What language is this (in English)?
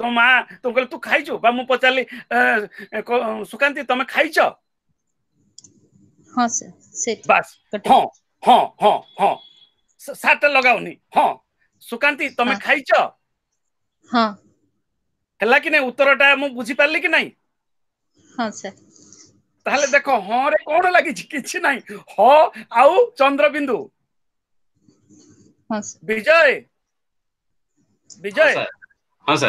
Odia